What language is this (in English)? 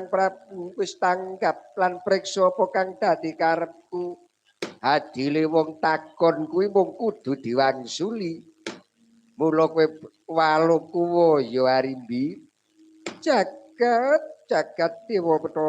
Javanese